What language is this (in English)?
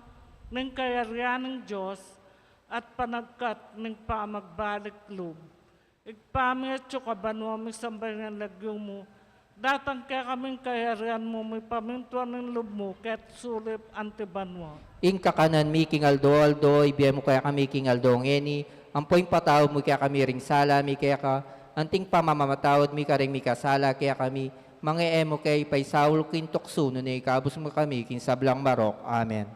Pampanga